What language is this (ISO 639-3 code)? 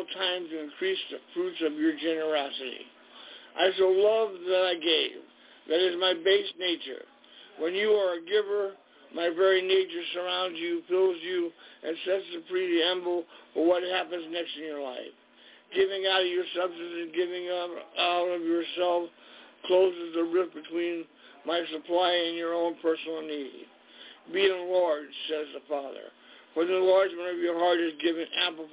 eng